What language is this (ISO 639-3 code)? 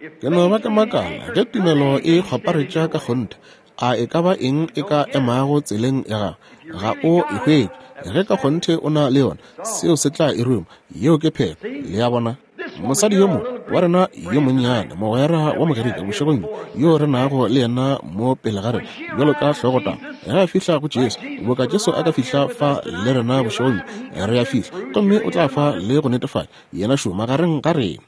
nso